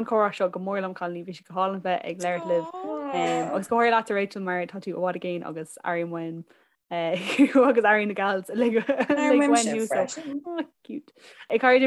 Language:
Irish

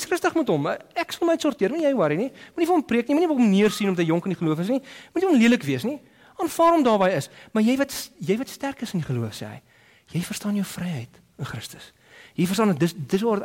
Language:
Afrikaans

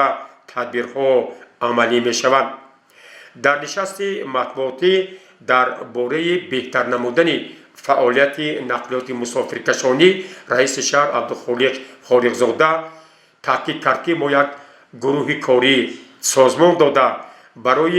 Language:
Tajik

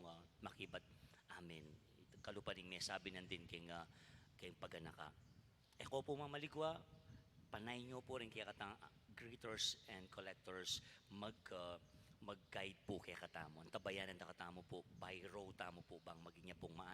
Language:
Pampanga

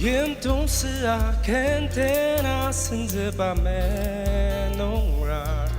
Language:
Ao Naga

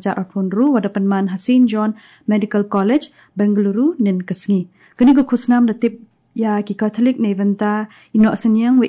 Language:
Khasi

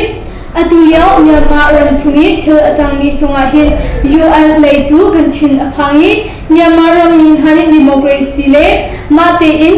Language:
Hakha Chin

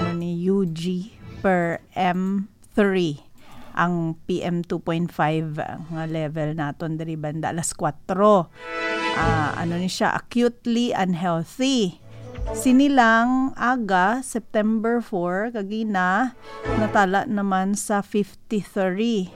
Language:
Hiligaynon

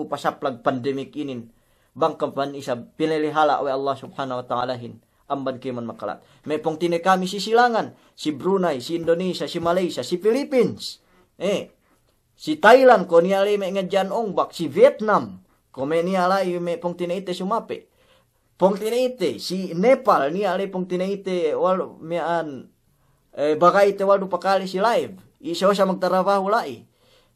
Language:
Yakan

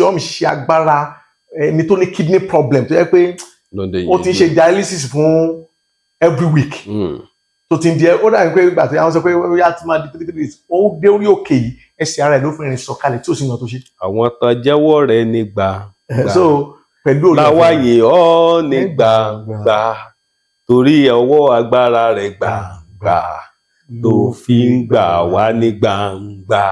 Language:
Yoruba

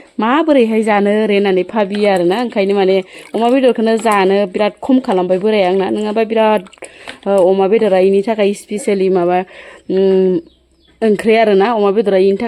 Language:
Bodo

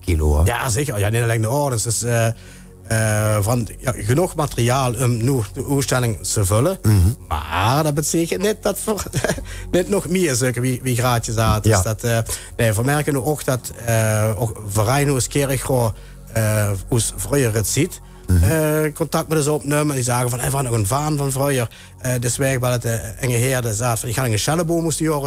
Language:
Limburgish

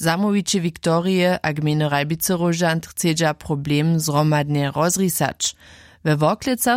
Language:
Upper Sorbian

